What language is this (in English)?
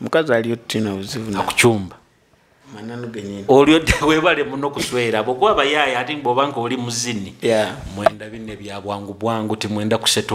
Nyoro